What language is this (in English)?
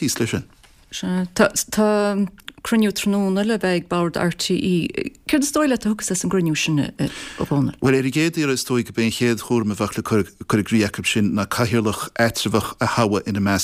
Irish